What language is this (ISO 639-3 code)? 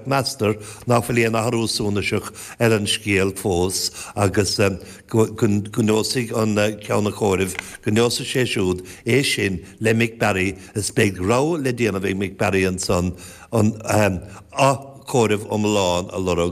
gle